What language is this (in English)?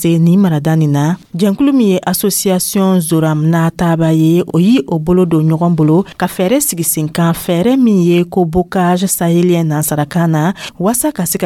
Dyula